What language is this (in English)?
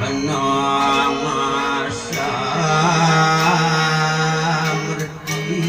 Balinese